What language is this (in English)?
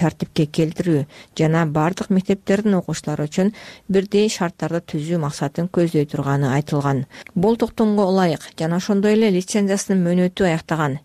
Kyrgyz